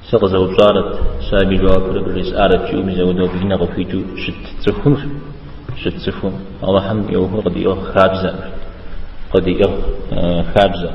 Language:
Kabardian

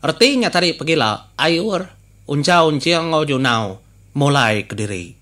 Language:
Iban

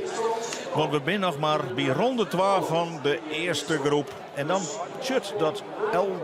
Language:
Western Frisian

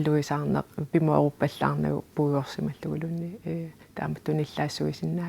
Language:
Kalaallisut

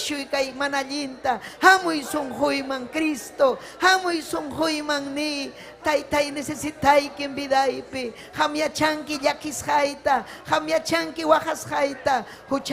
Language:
Ayacucho Quechua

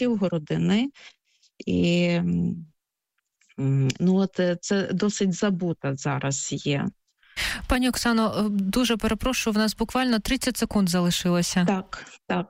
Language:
Ukrainian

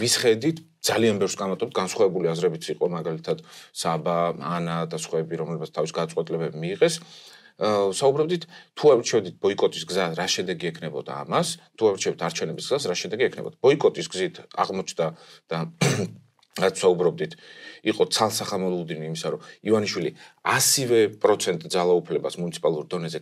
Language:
Georgian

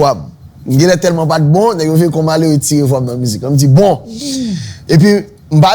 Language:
Haitian Creole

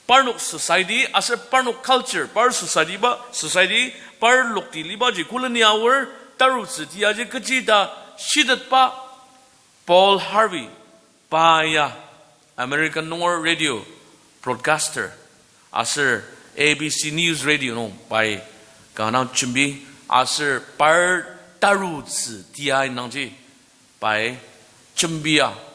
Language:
Ao Naga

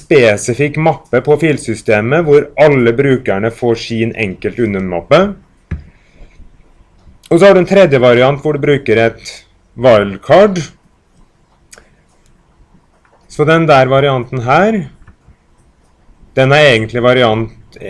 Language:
Norwegian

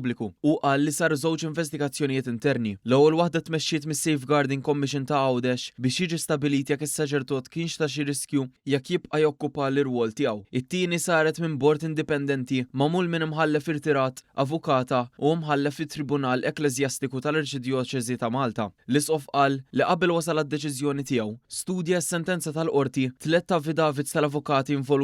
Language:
Maltese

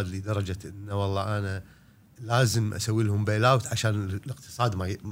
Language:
Gulf Arabic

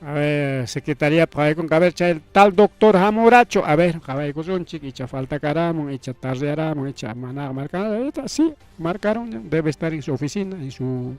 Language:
Ayacucho Quechua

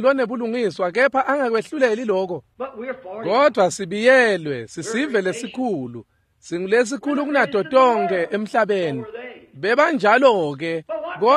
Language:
Swati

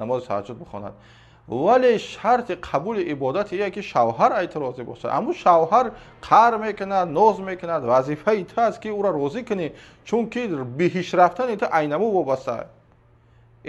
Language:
Tajik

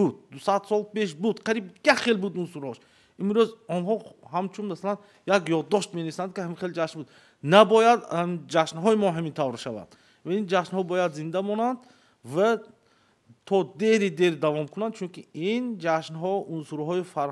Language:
Tajik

